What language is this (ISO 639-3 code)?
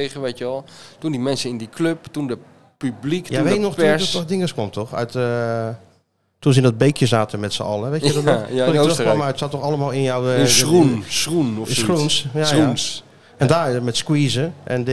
nld